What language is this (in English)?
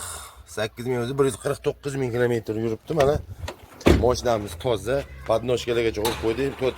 Uzbek